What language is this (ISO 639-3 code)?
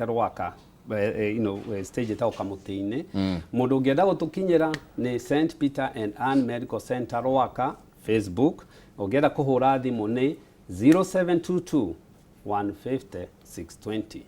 kik